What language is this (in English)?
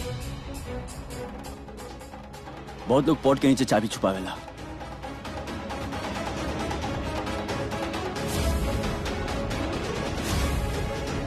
Bhojpuri